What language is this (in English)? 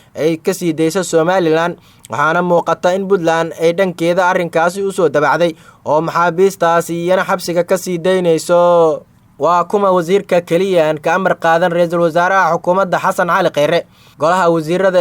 Somali